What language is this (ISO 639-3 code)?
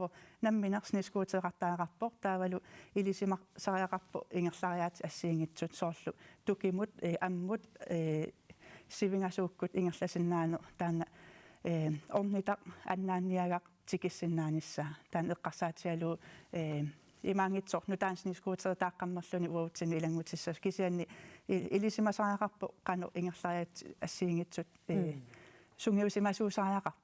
kal